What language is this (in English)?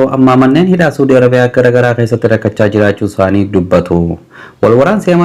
Oromo